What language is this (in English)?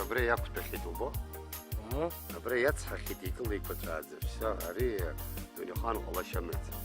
Abkhazian